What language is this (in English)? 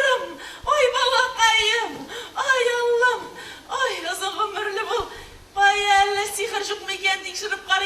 Tatar